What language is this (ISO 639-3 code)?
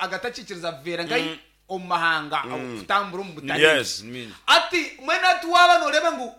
nyn